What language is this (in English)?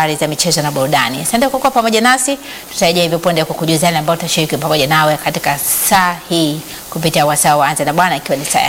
Swahili